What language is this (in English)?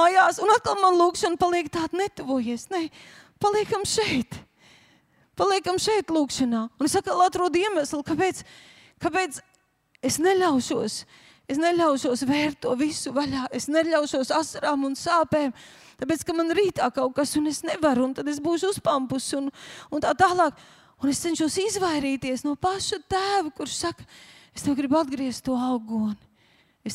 Latvian